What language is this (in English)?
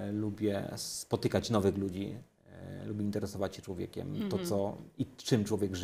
Polish